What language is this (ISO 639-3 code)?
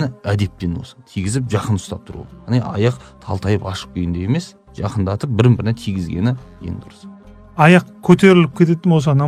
kaz